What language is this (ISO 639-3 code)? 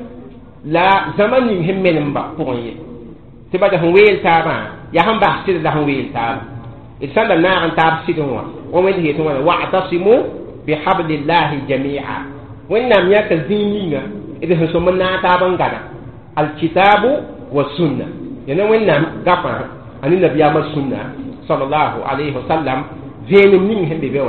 mos